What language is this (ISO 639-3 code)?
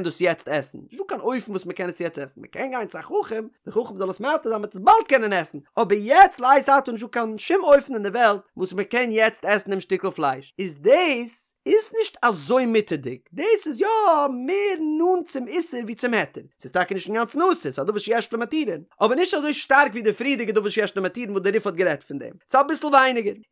yid